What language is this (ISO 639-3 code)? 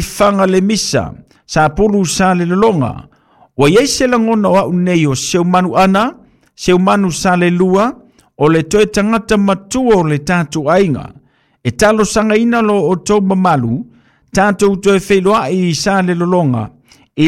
smo